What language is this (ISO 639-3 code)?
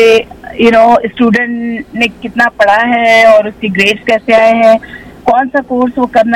hin